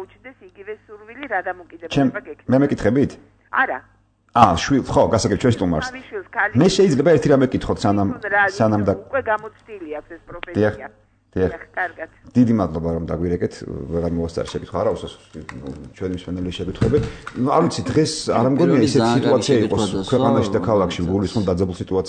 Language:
Georgian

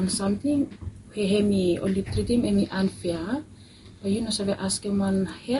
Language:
Bislama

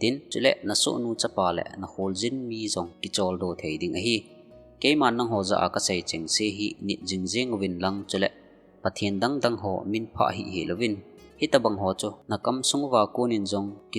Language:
Thado Chin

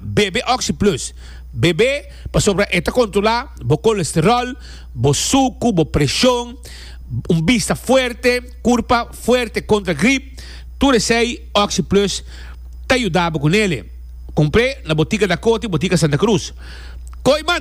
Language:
Papiamento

